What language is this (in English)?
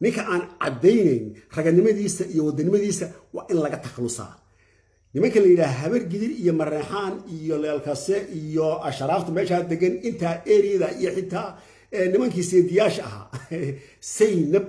Somali